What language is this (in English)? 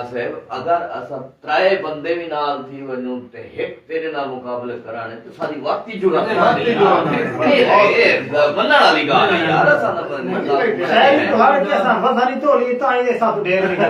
Saraiki